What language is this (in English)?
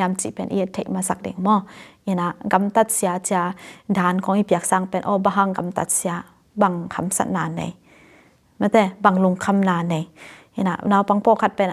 Tedim Chin